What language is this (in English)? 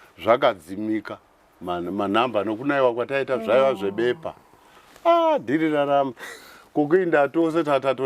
Shona